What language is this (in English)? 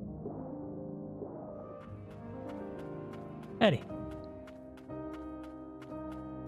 French